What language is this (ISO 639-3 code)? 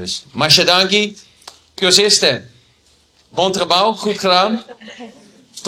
pap